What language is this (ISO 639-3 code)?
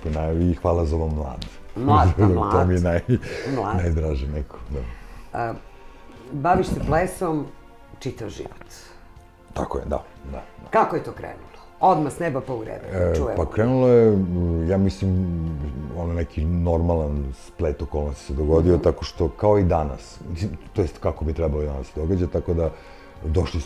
srp